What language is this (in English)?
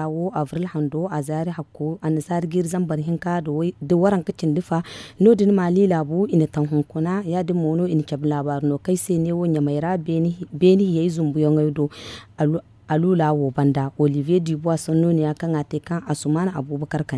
Zarma